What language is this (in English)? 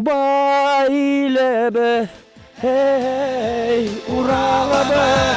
Bashkir